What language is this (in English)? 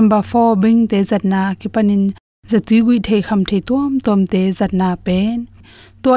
Tedim Chin